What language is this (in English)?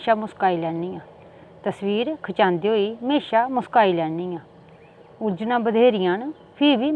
Dogri